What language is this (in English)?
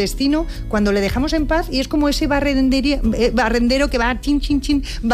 Spanish